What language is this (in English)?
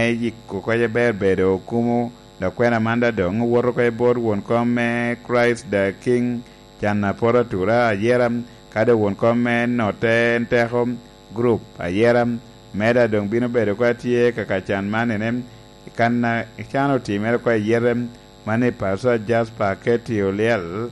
Lango (Uganda)